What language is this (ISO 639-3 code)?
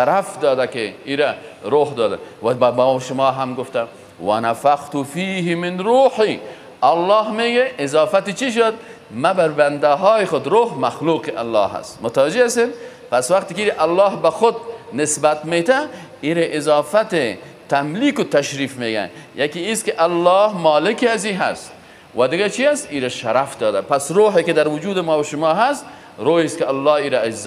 fas